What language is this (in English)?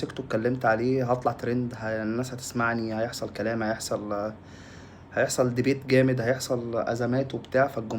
Egyptian Arabic